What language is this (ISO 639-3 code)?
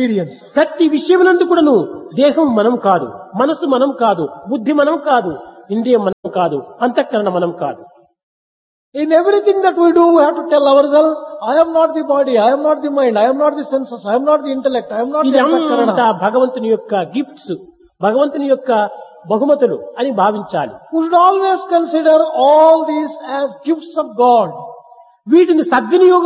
tel